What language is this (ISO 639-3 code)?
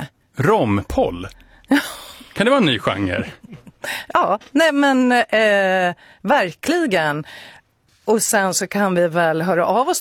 swe